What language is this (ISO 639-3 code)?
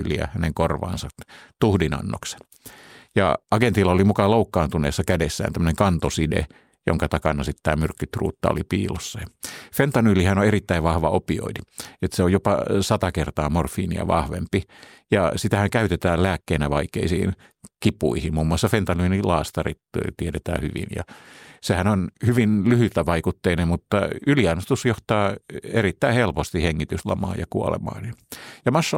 fin